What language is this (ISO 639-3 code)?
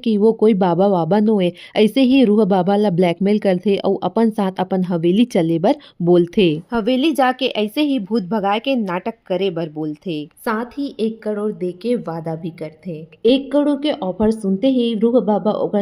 hne